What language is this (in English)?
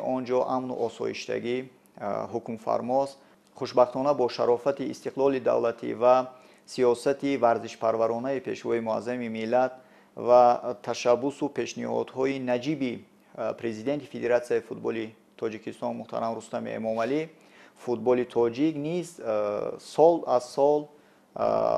Tajik